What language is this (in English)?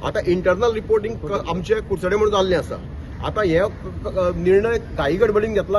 Konkani